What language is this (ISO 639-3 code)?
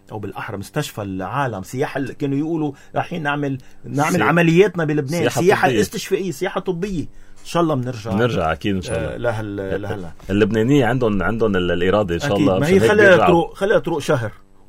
apc